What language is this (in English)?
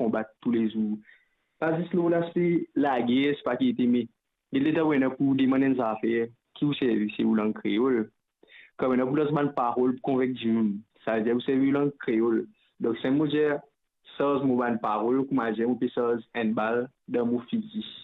Morisyen